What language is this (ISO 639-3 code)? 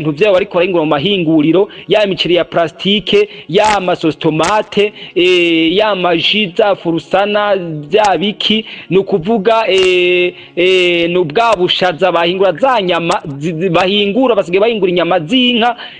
run